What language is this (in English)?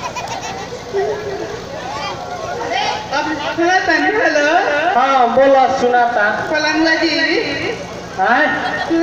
Bhojpuri